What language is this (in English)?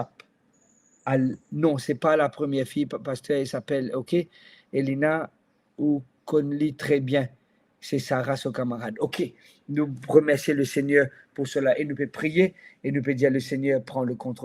Morisyen